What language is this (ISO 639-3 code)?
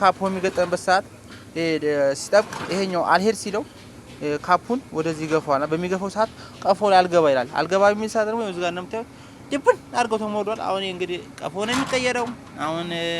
amh